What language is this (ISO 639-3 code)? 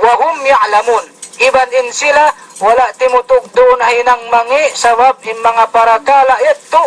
yka